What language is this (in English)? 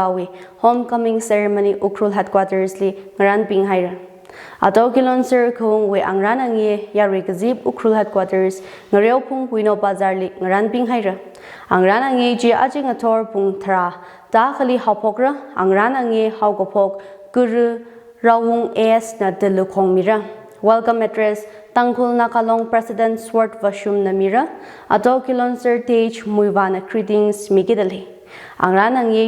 Tangkhul Naga (India)